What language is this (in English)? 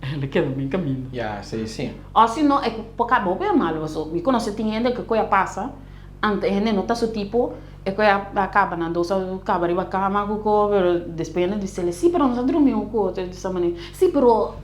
Papiamento